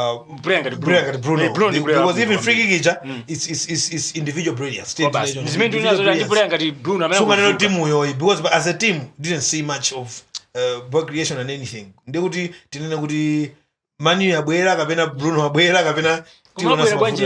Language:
Nyanja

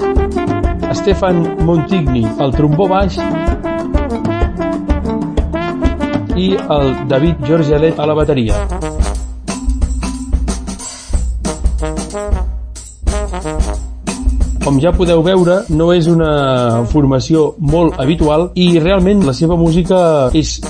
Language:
Catalan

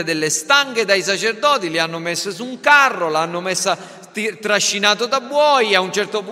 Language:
Italian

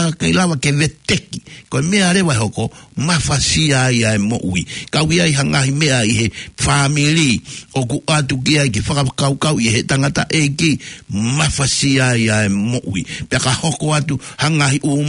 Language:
Tongan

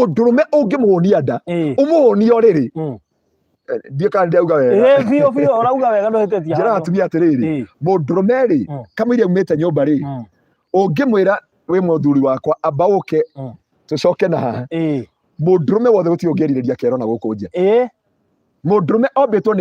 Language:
Kikuyu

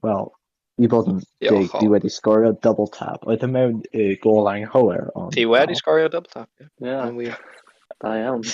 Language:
Welsh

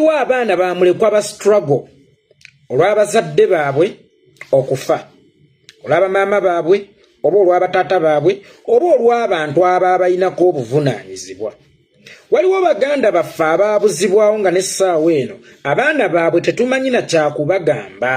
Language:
Ganda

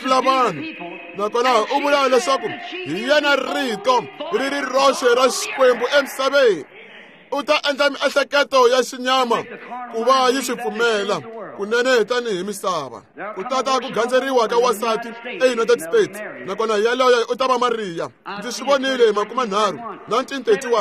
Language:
Tsonga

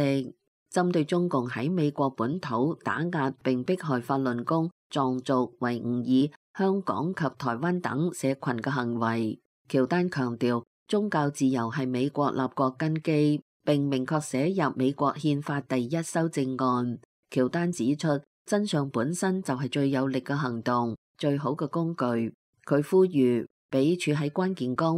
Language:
Cantonese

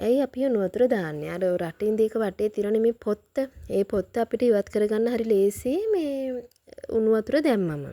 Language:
Sinhala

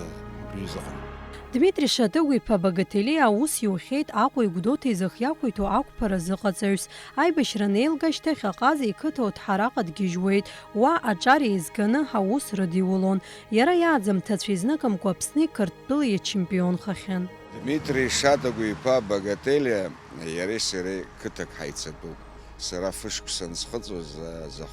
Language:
Abkhazian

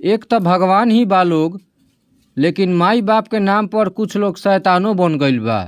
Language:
Bhojpuri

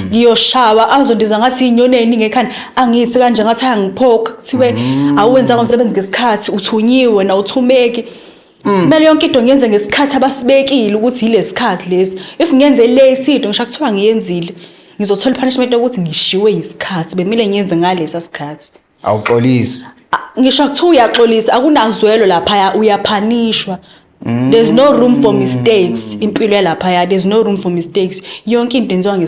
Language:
Zulu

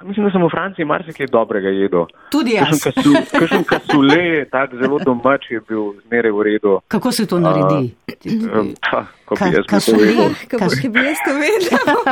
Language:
Slovenian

